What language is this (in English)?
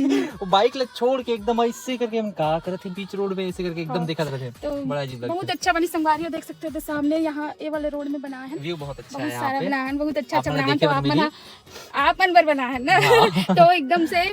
Chhattisgarhi